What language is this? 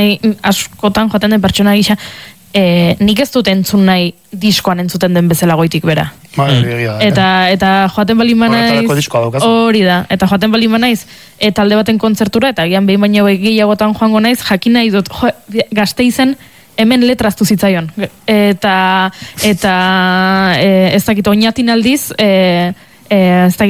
Basque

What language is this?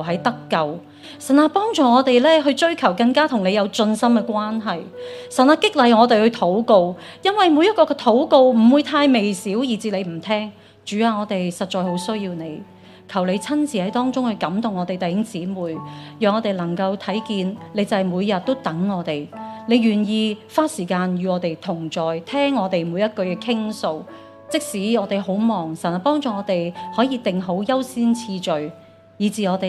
Cantonese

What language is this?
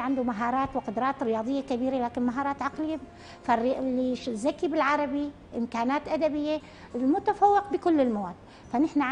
North Levantine Arabic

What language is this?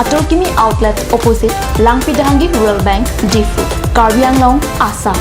Karbi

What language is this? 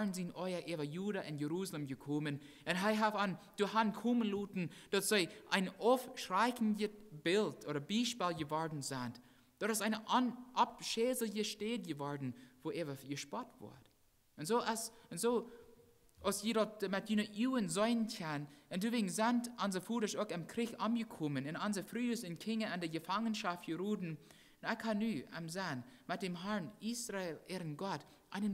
Plautdietsch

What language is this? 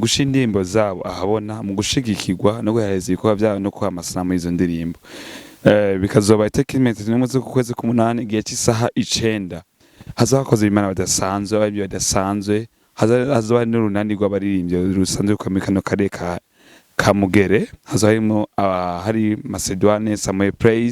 Rundi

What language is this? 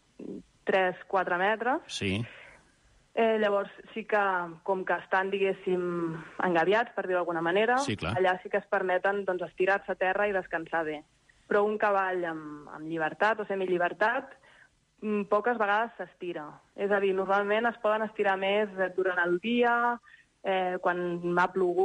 Catalan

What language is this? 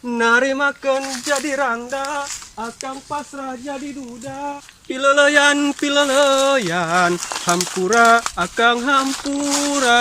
Sundanese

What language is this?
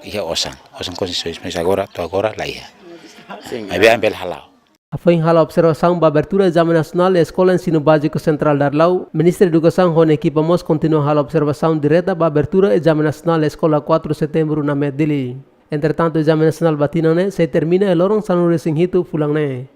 Tetum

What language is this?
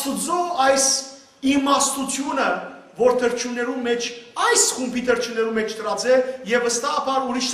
Western Armenian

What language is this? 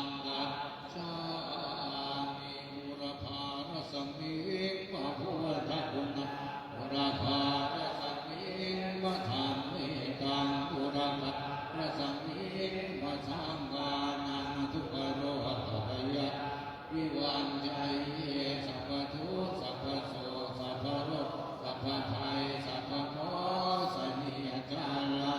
Pali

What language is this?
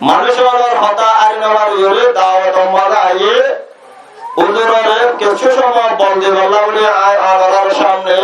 Rohingya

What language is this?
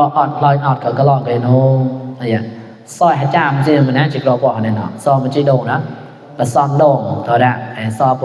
Mon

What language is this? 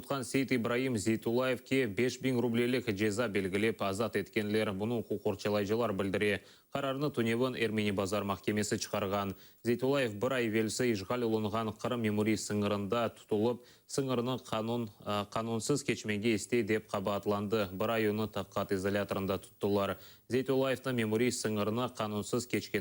Crimean Tatar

